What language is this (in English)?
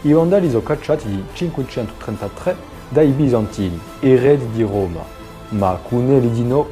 Corsican